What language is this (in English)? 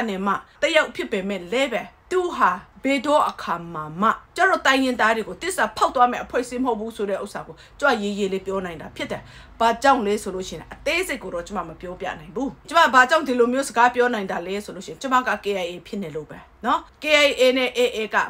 Burmese